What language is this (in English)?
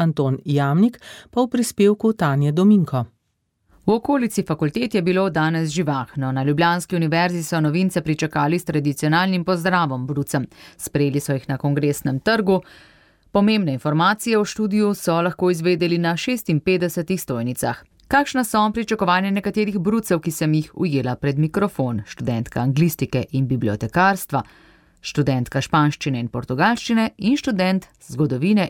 Slovenian